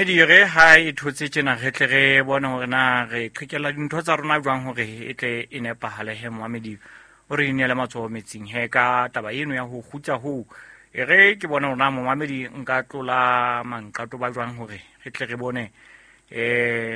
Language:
Southern Sotho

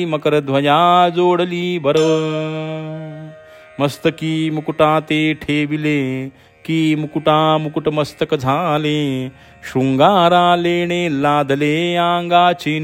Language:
Marathi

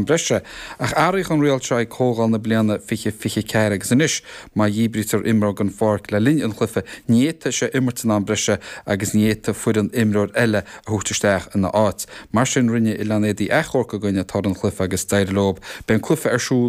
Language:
Irish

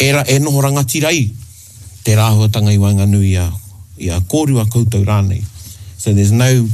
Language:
Māori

